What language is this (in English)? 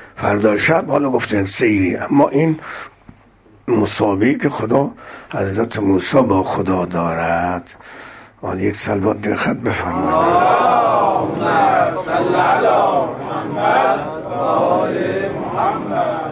Persian